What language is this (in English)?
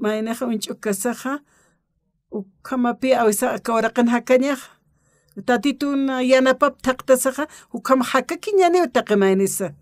Aymara